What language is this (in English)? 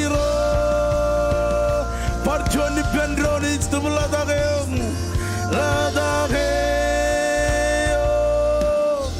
Marshallese